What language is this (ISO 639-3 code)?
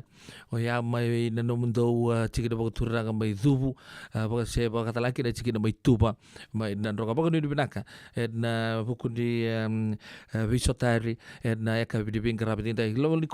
fij